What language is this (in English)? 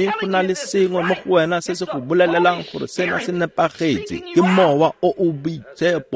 Tswana